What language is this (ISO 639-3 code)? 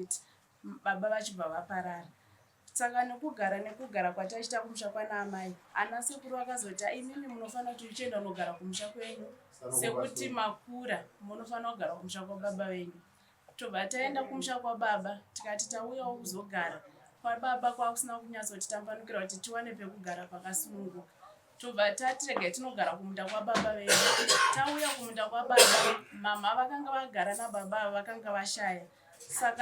sna